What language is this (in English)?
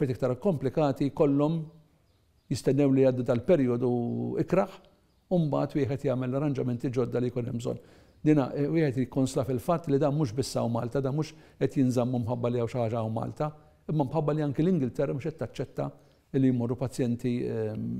Maltese